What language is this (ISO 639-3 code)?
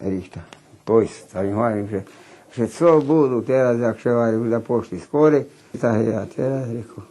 rue